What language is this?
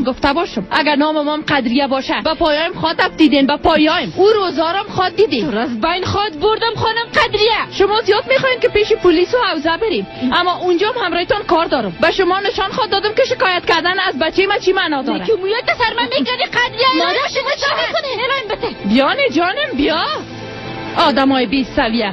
Persian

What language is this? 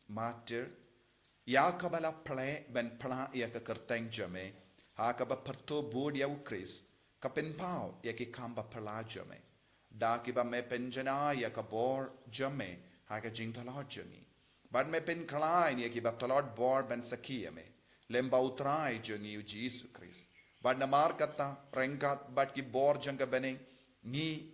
Khasi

